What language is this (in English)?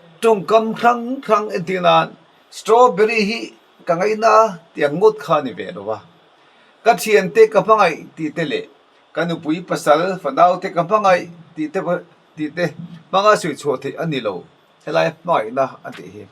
Mizo